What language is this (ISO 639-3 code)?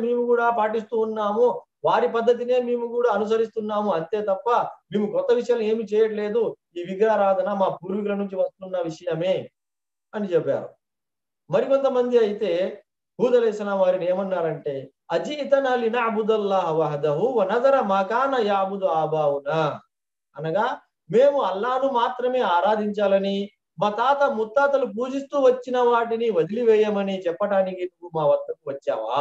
tel